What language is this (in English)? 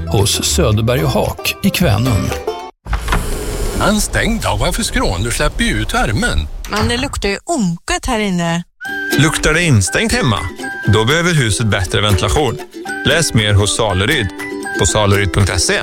Swedish